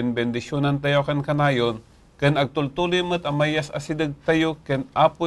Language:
Iloko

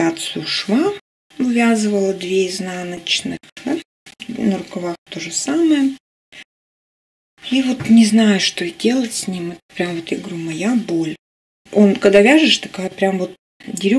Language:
Russian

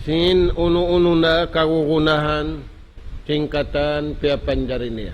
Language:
Tausug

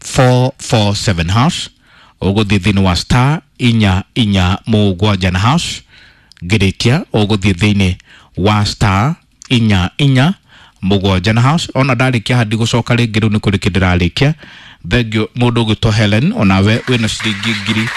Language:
Kikuyu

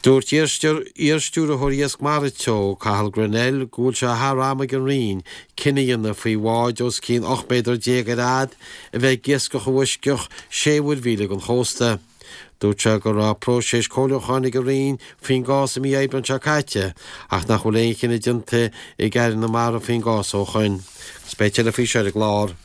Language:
Irish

